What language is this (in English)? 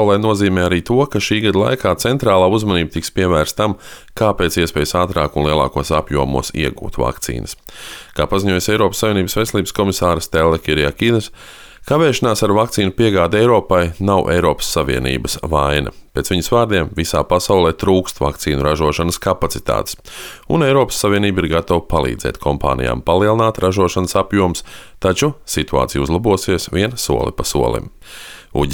Latvian